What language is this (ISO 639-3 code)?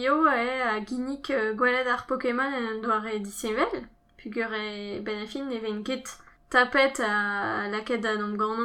bre